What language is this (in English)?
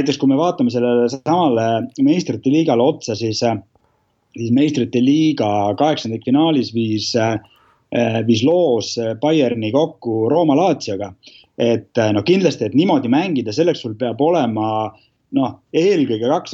Estonian